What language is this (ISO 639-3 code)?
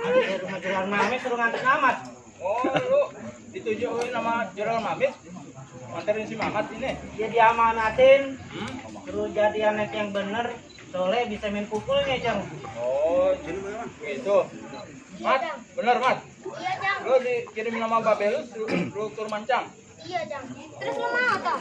bew